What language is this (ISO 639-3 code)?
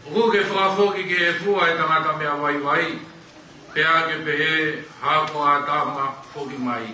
ton